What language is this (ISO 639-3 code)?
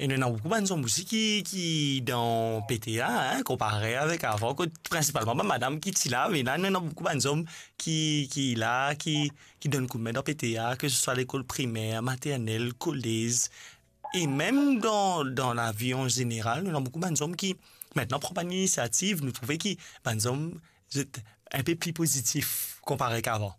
mfe